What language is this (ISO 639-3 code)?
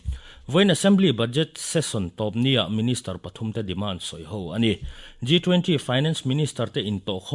lus